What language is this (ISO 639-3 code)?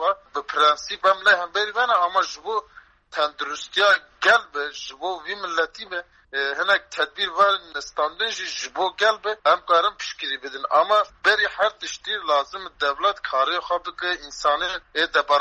kur